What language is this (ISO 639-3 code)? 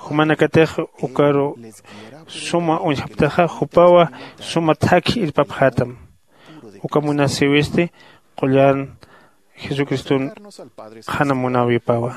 aym